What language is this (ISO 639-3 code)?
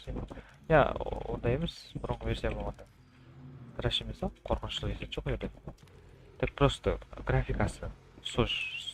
kaa